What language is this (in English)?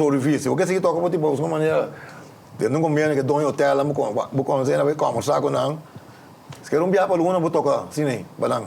Papiamento